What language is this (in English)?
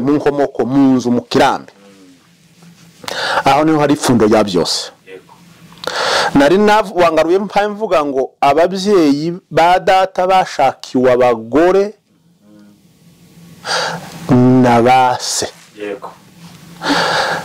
Kinyarwanda